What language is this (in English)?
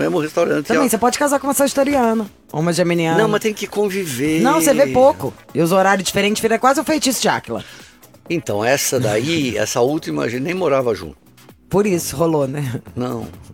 Portuguese